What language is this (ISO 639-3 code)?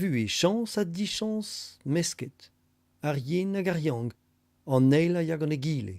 bre